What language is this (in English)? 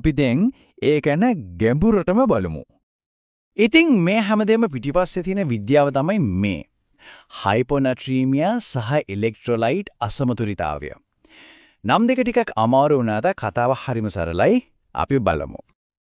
Sinhala